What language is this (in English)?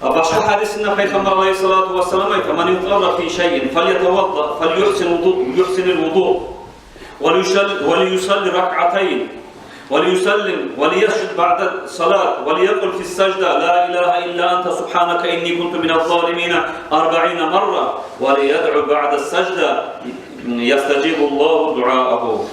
Kumyk